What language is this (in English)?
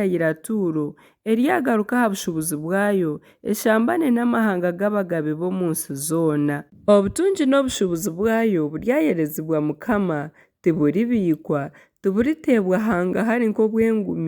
Nyankole